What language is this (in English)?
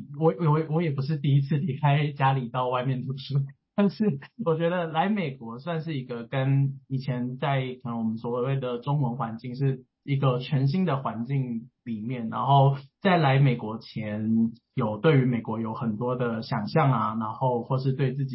Chinese